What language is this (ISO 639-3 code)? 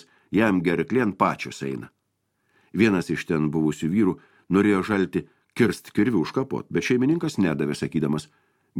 lit